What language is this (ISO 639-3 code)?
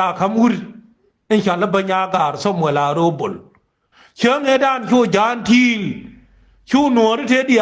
nus